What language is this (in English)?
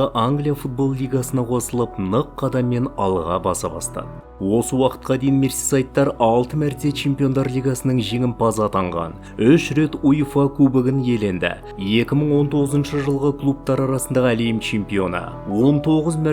Kazakh